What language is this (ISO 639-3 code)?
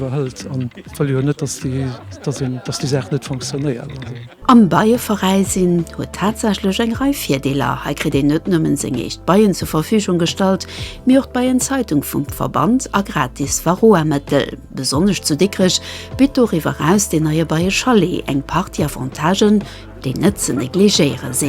ltz